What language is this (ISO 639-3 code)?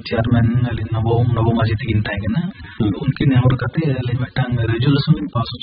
sat